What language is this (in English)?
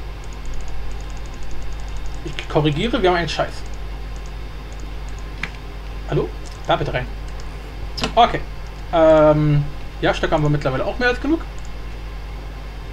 German